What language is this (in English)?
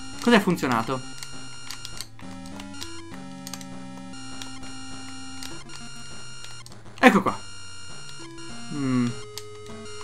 Italian